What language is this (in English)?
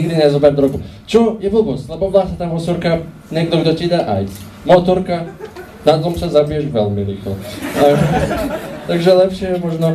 Slovak